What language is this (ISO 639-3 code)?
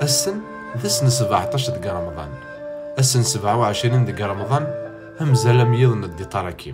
kab